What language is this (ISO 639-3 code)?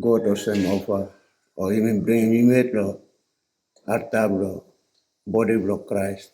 tpi